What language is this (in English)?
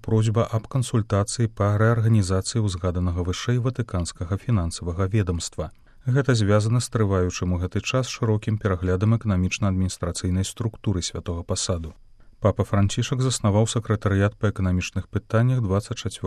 Belarusian